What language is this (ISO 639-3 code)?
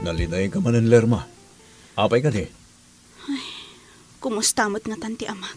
ilo